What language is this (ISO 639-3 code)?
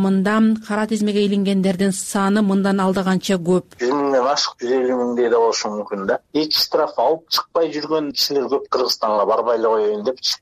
kir